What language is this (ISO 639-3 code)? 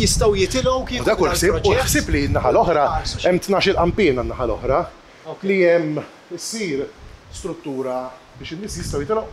mlt